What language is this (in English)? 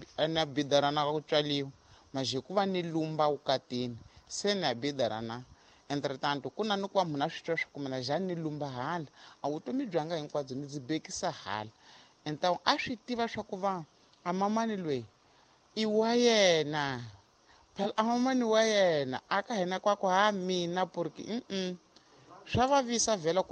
Tsonga